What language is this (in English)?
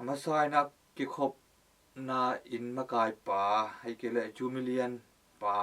Tedim Chin